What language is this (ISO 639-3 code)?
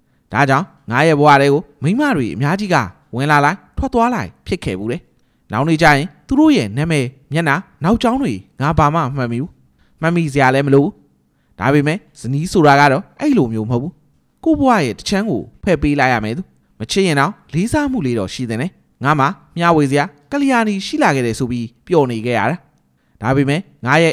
mya